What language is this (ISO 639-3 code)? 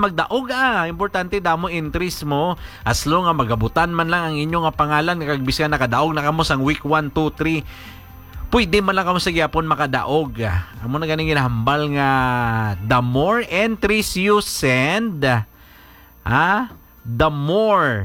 hil